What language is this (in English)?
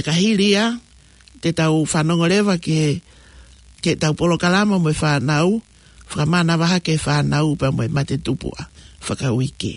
Tongan